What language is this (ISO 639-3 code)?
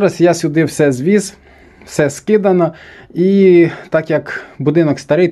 ukr